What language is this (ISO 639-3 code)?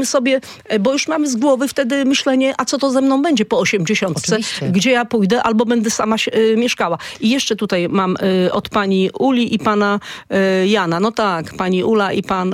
pol